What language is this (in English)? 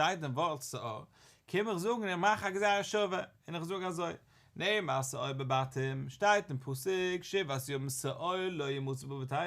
Yiddish